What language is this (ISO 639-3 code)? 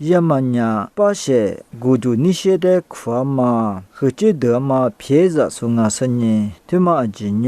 lis